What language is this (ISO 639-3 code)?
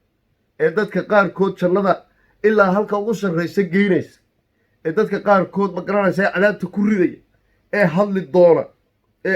som